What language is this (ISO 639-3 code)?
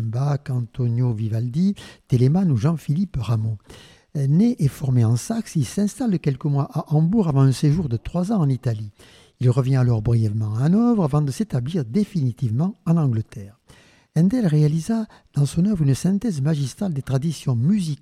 fra